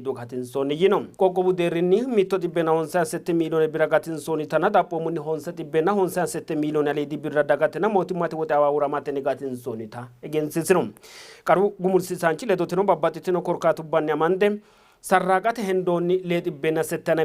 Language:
Sidamo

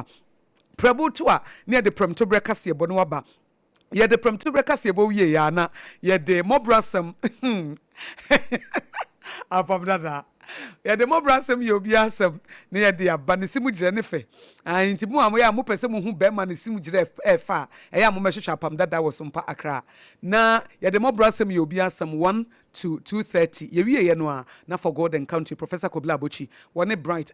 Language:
Akan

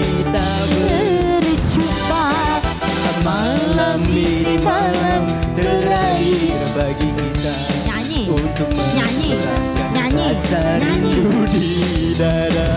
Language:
Musi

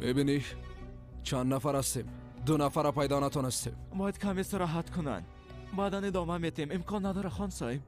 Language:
Persian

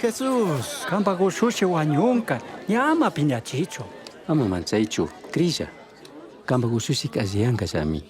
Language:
Chimborazo Highland Quichua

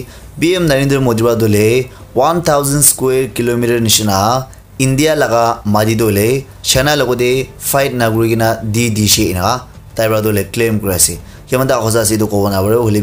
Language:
Naga Pidgin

